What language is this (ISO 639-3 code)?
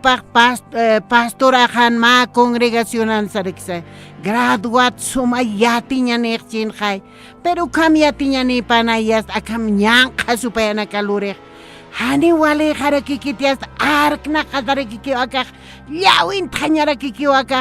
aym